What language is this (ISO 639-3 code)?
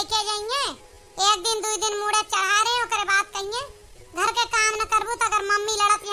awa